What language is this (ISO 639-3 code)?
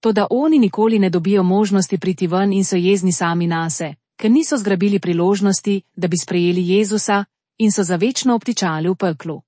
slv